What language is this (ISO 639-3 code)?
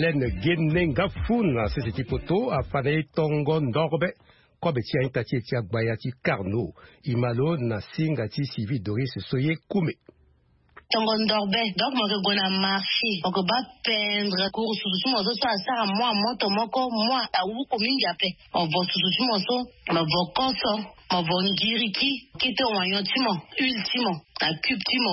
sag